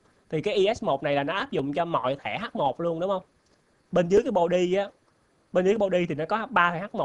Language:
Vietnamese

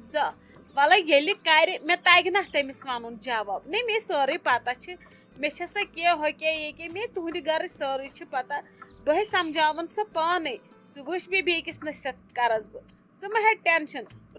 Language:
Kashmiri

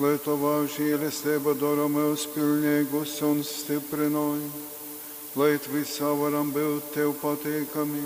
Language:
Latgalian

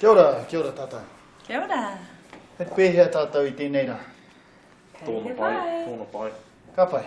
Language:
Māori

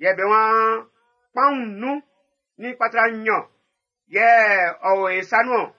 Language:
Baoulé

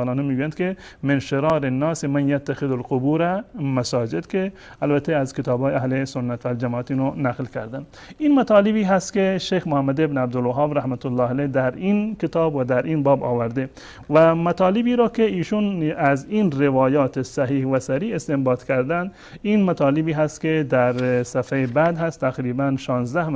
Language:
Persian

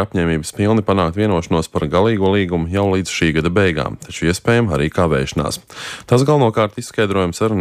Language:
Latvian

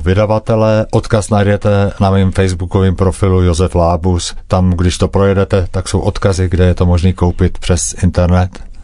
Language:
Czech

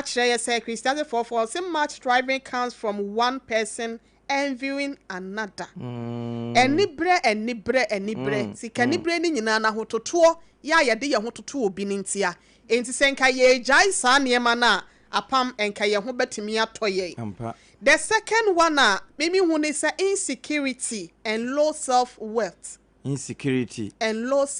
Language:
Akan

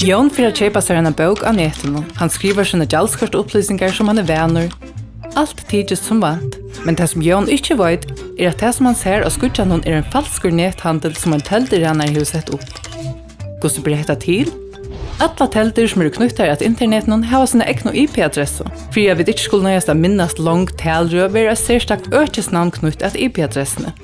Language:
Faroese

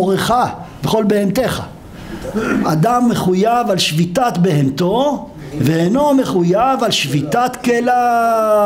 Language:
Hebrew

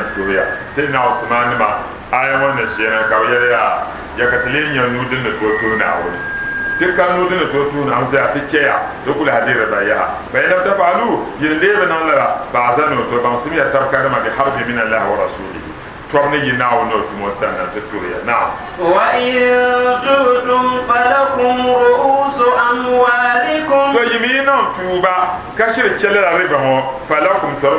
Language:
Dagbani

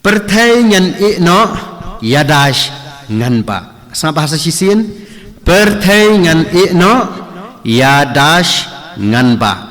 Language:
Khasi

